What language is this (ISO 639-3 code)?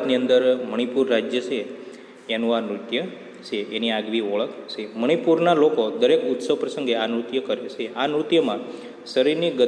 guj